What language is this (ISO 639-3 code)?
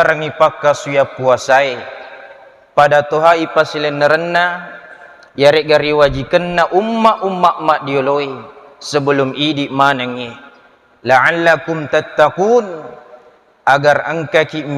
bug